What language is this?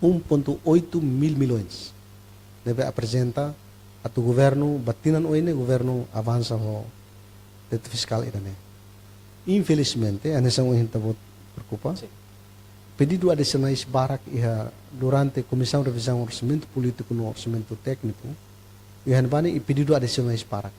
Tetum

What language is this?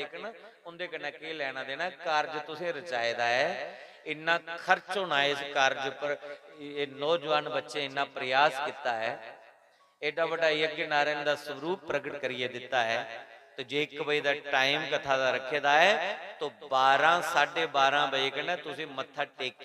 Dogri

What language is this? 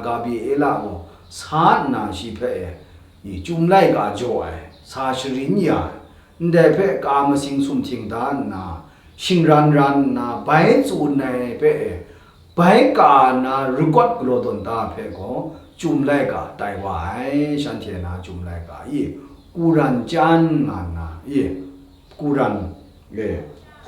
Kachin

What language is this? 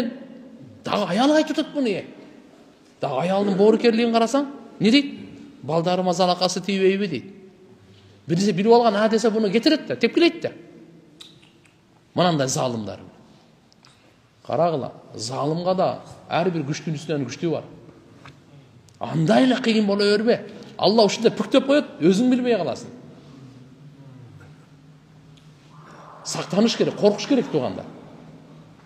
Kyrgyz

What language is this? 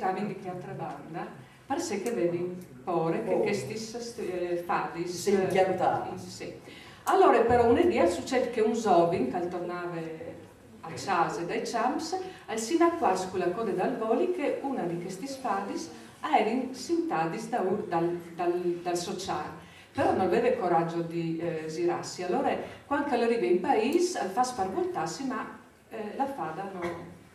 Friulian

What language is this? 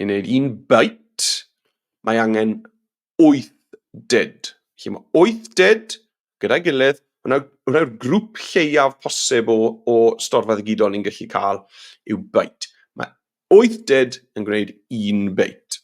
Welsh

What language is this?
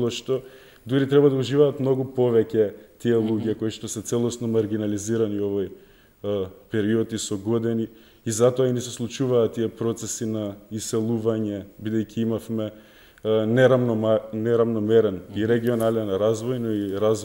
Macedonian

